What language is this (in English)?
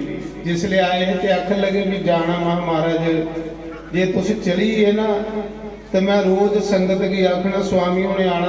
Dogri